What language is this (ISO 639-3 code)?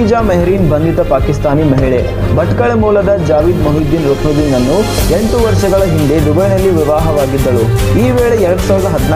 kan